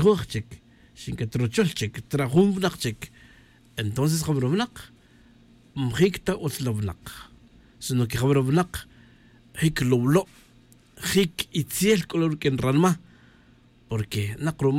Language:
Tz'utujil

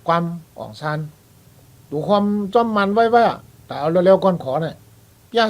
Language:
Shan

